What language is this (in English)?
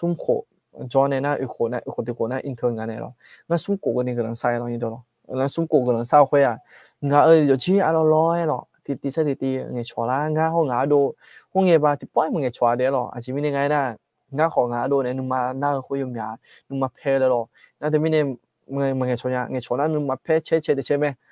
Akha